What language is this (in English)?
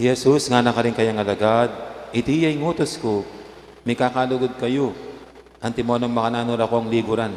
Pampanga